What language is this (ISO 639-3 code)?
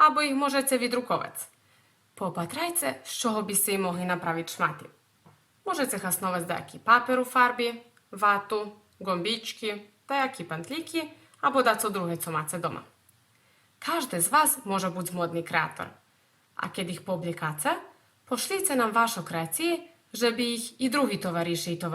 rue